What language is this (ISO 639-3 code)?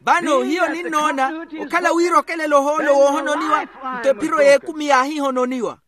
vmw